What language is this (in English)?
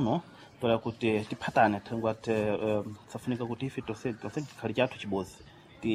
Sena